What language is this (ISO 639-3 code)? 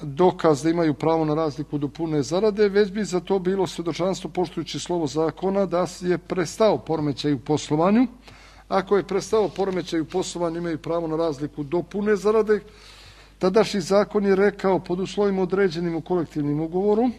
srp